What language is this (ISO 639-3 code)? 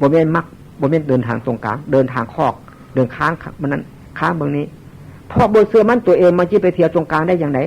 tts